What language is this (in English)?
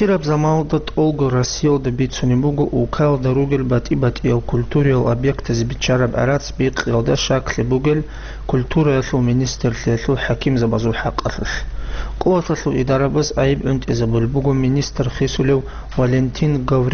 Avaric